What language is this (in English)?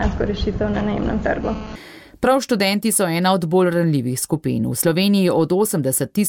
Slovenian